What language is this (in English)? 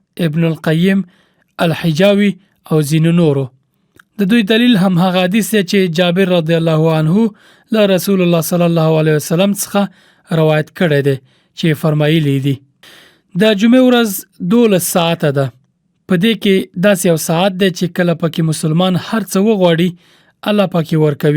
Pashto